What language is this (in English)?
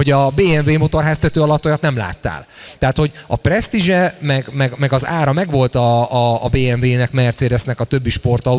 Hungarian